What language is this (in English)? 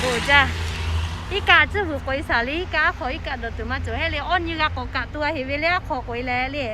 Lahu